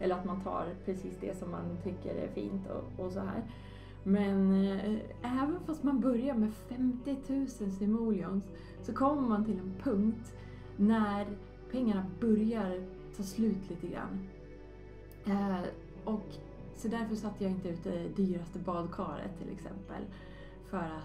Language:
Swedish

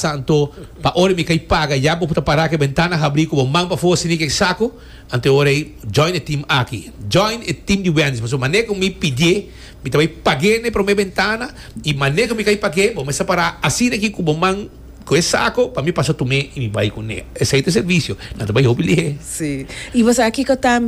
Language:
Papiamento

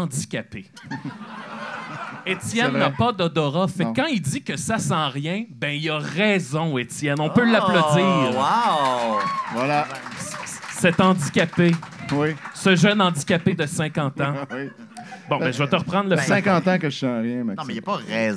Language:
French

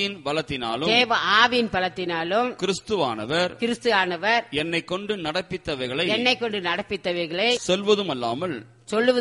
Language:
Tamil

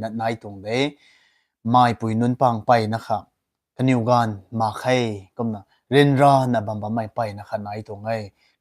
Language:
Rongmei Naga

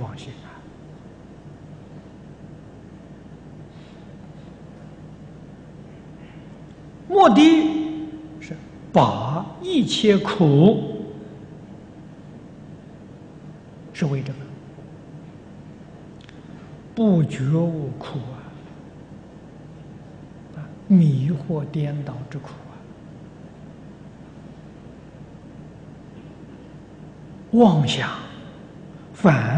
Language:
Chinese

